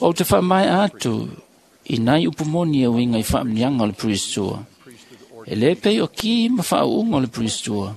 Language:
Samoan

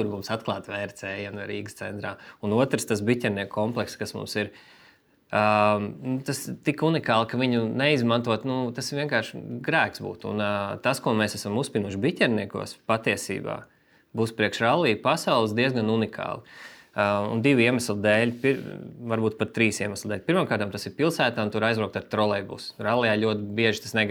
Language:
Latvian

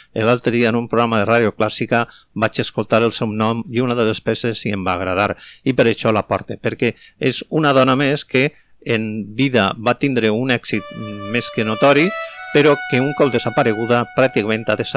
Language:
Catalan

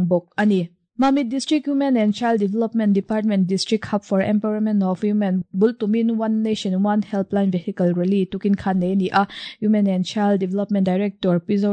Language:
Mizo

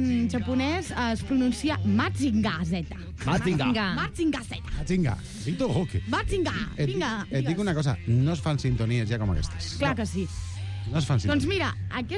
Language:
Catalan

